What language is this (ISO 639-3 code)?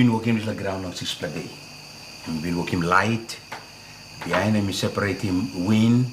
tpi